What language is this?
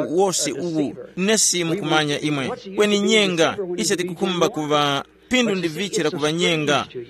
Tumbuka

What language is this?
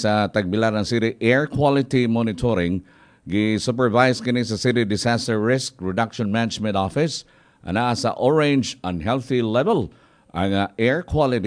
Cebuano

